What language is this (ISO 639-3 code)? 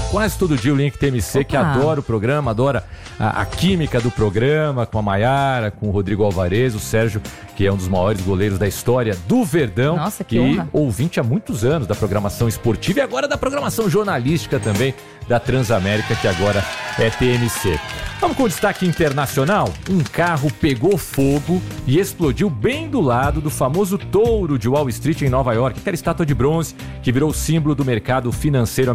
por